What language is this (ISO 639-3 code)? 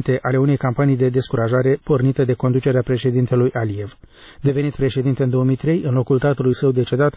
ron